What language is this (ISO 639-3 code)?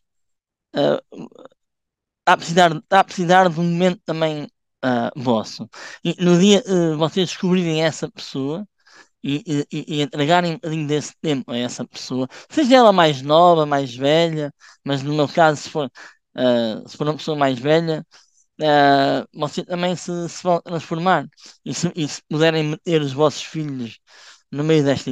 por